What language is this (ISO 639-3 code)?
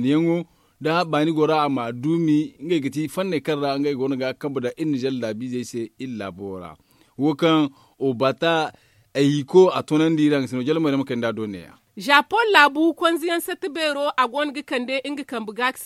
dje